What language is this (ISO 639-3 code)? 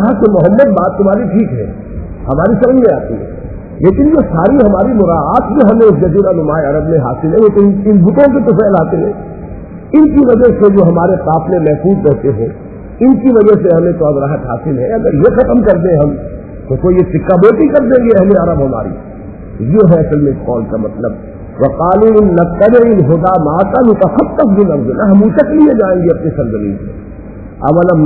urd